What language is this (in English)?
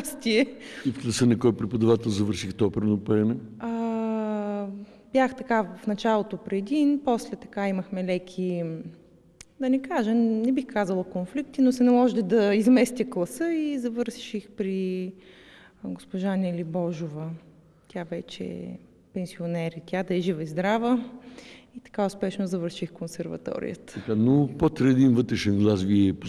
Bulgarian